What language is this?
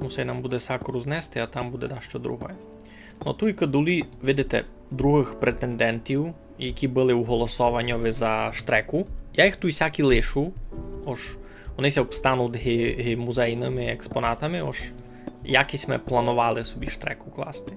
Rusyn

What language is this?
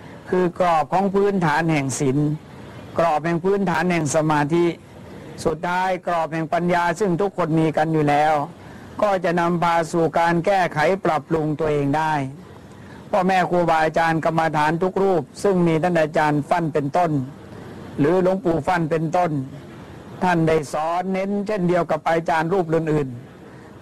Thai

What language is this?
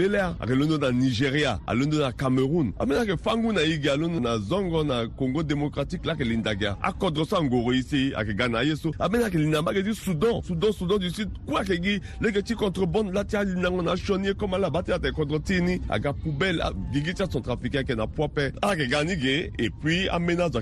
Sango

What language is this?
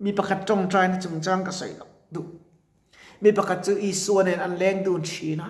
Mizo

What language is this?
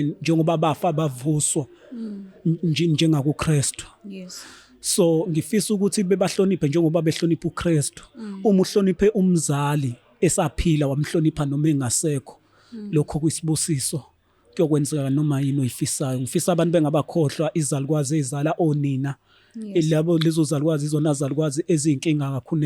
Zulu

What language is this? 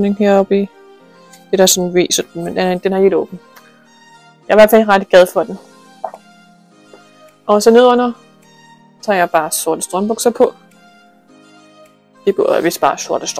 Danish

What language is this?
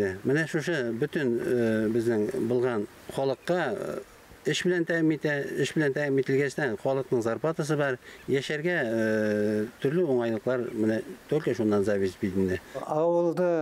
Bashkir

